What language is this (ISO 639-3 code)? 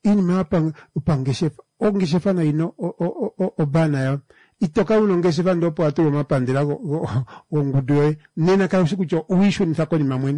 kua